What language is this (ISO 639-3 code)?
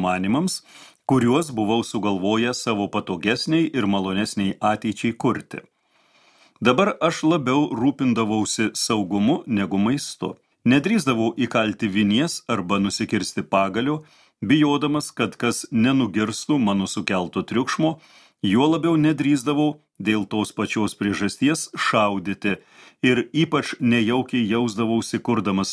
lit